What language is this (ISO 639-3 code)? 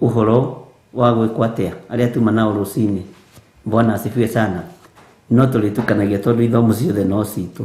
kik